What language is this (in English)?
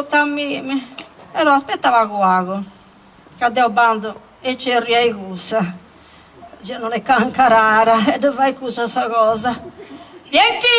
Sardinian